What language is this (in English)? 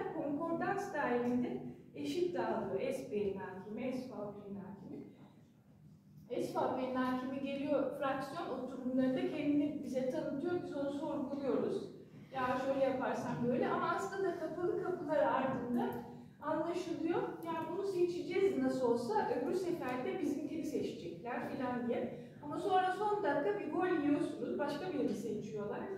Turkish